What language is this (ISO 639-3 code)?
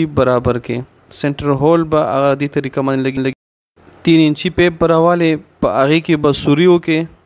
pus